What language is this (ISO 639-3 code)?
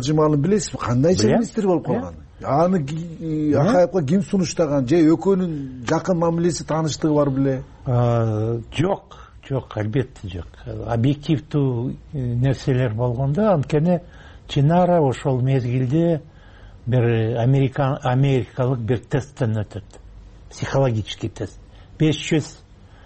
kir